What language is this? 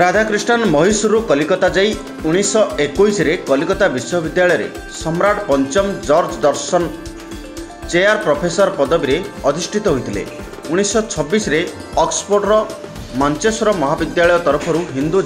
Odia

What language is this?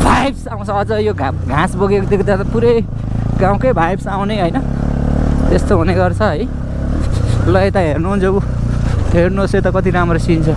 Nepali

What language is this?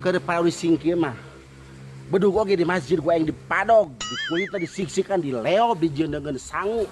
Sundanese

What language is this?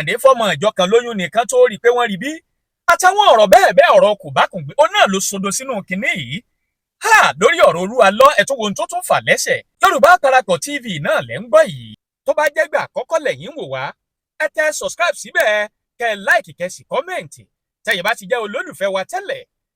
Yoruba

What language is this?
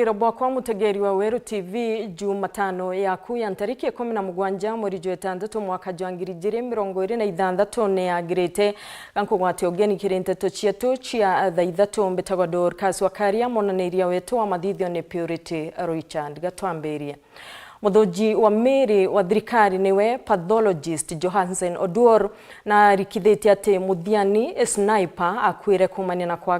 Meru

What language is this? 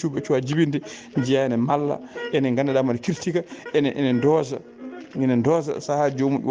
Fula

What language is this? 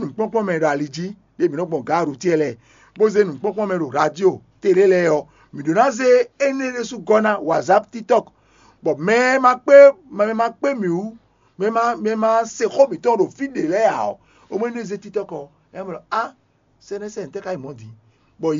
Fon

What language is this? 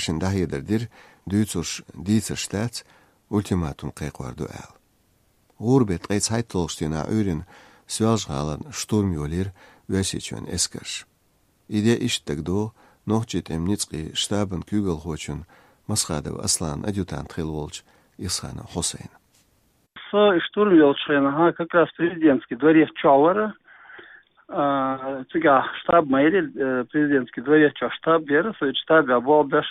Chechen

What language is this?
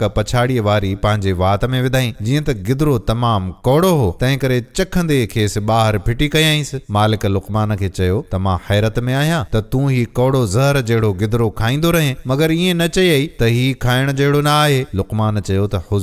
Sindhi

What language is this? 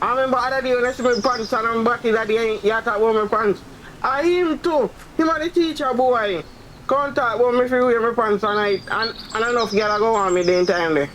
Jamaican Creole English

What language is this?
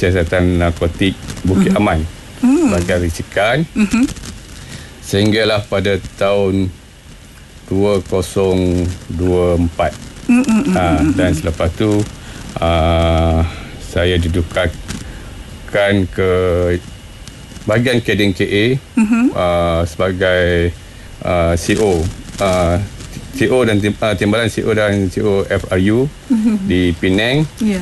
Malay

